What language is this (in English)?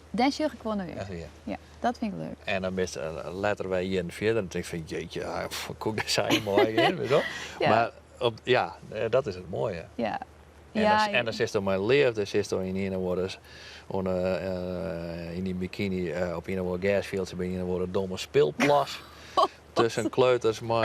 Western Frisian